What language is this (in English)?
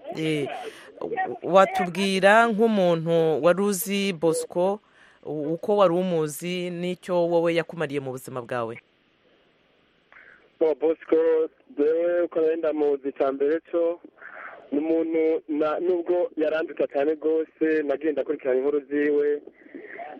Kinyarwanda